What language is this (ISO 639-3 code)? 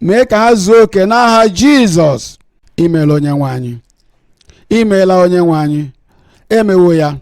ibo